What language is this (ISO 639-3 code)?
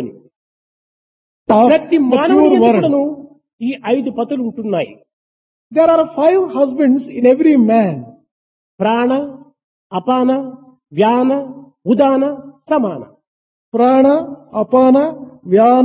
tel